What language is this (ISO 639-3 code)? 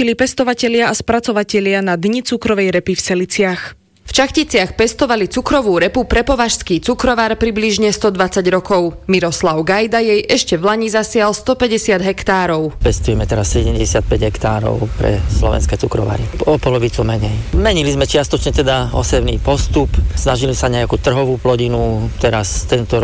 slk